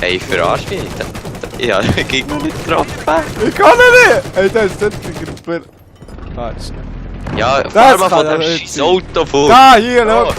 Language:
Swiss German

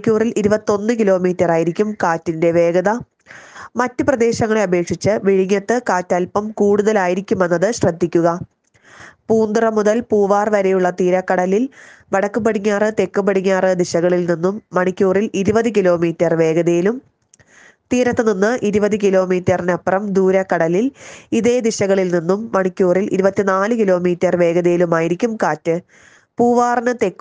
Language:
Malayalam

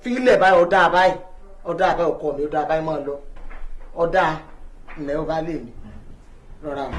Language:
Yoruba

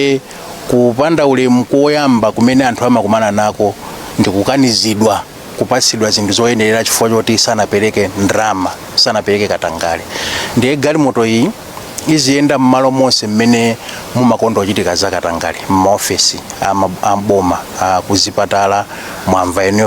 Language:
Nyanja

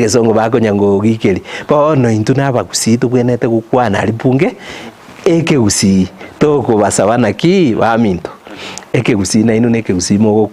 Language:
Gusii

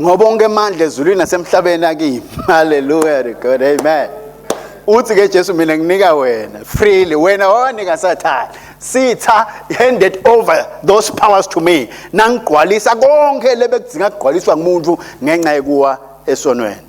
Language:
Swati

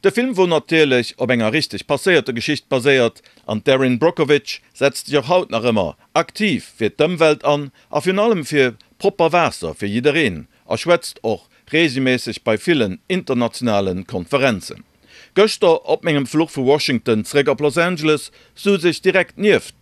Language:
Luxembourgish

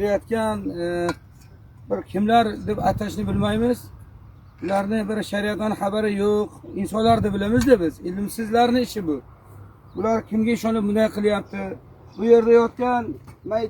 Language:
Uzbek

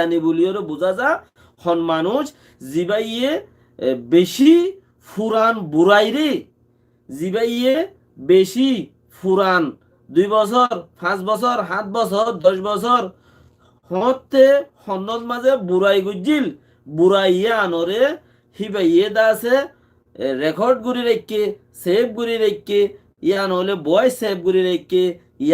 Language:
Rohingya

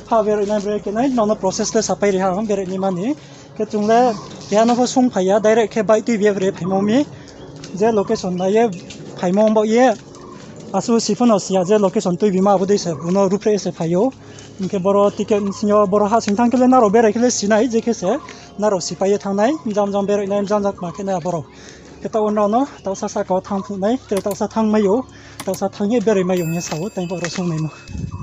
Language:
Riang (India)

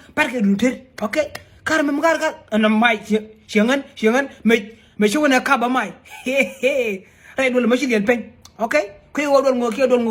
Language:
Nuer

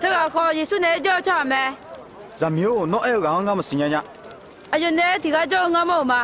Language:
Akha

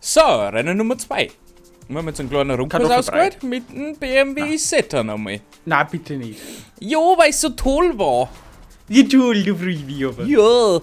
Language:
Bavarian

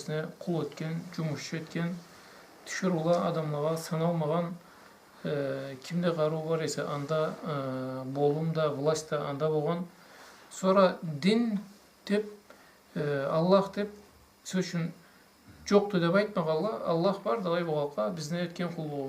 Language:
Karachay-Balkar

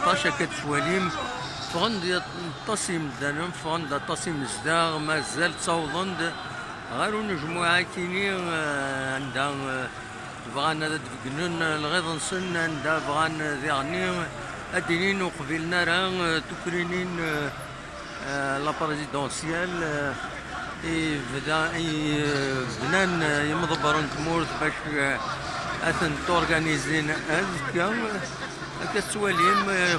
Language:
Kabyle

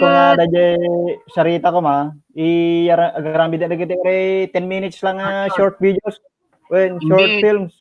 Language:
Iloko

